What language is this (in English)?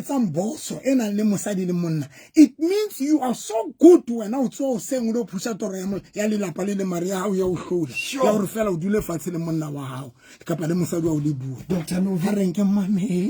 Southern Sotho